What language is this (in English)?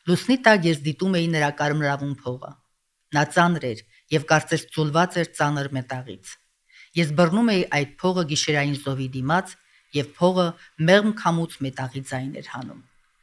Armenian